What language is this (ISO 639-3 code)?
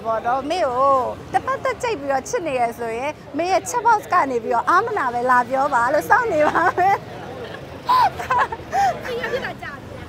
mya